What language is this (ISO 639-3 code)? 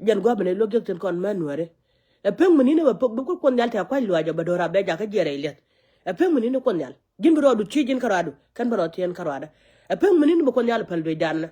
nus